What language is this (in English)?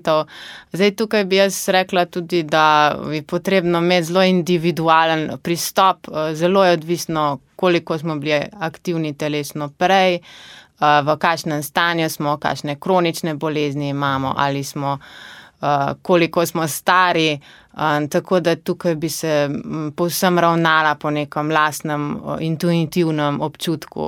Slovenian